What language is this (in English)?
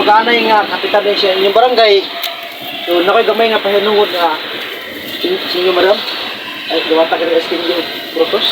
Cebuano